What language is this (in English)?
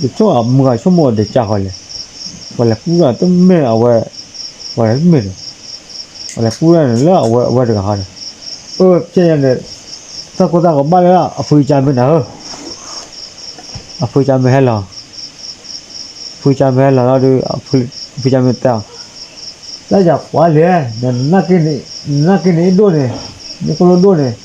S'gaw Karen